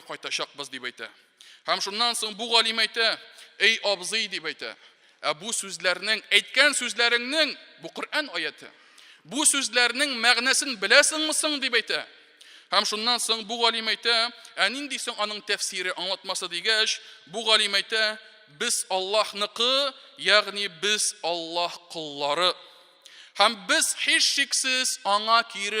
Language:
Tatar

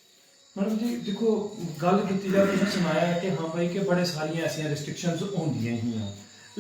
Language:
Dogri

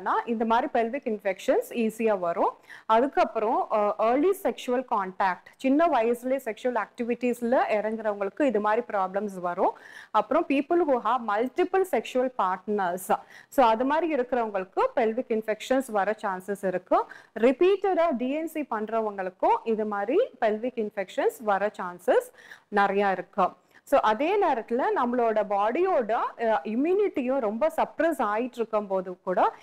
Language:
Tamil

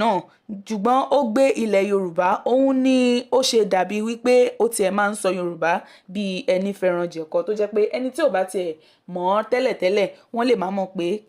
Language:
Yoruba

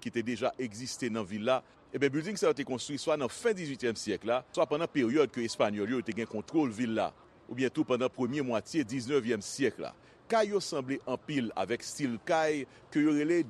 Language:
Haitian Creole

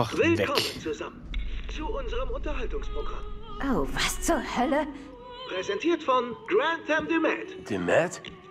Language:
German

